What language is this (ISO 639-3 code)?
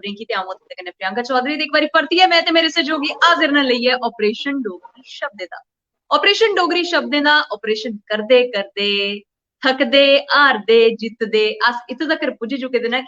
doi